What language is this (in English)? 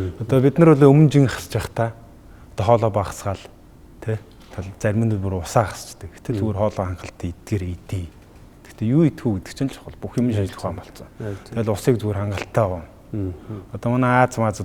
Mongolian